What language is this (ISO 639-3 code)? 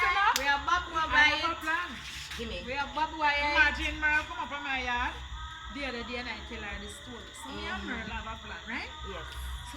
jam